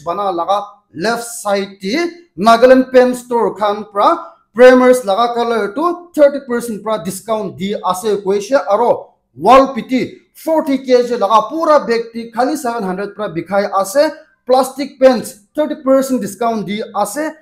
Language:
Naga Pidgin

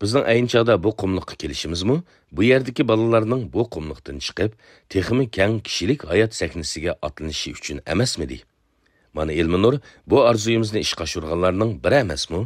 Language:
Uyghur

